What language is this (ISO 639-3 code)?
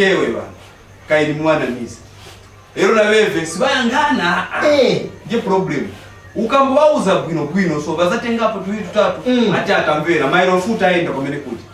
nya